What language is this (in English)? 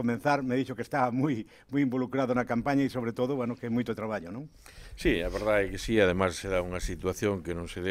Galician